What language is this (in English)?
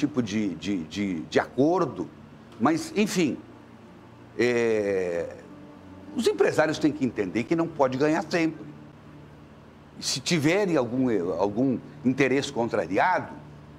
Portuguese